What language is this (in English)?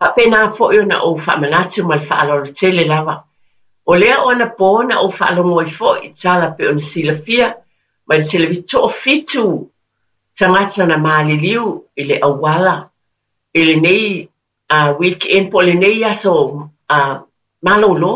Samoan